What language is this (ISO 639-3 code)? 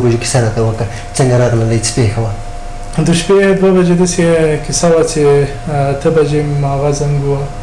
pus